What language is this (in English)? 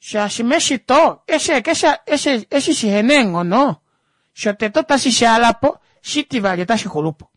Kuanyama